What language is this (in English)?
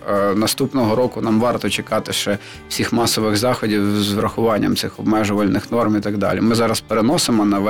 Ukrainian